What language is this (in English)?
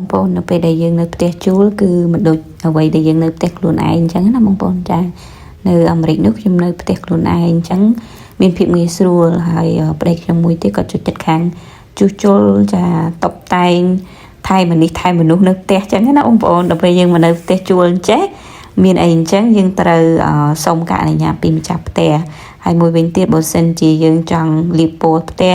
Khmer